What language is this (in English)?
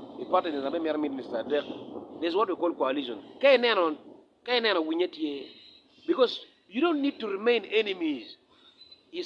Acoli